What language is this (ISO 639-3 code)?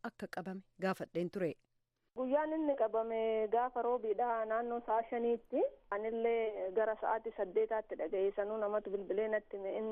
orm